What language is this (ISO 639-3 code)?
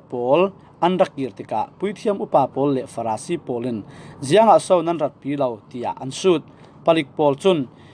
cfm